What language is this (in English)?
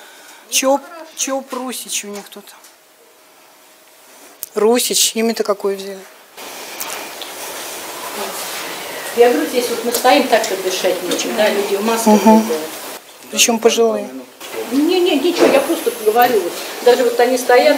Russian